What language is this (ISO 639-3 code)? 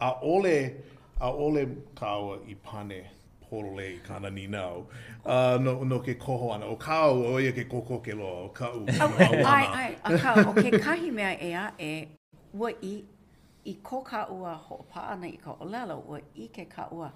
haw